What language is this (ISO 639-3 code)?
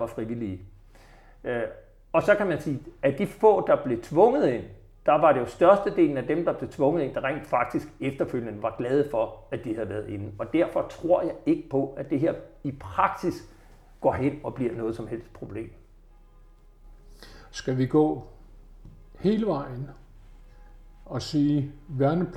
dan